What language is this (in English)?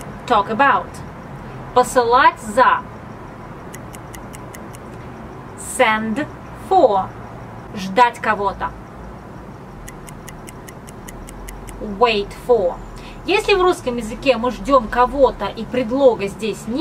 Russian